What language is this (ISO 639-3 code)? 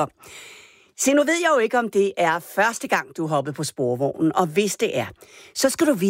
dan